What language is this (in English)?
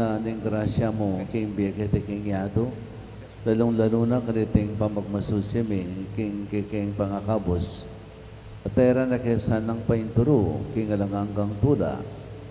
Pampanga